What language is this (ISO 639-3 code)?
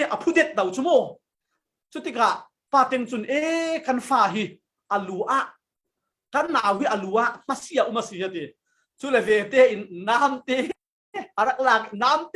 cfm